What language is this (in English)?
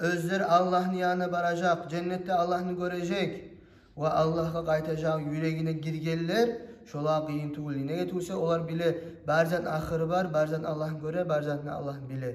Kumyk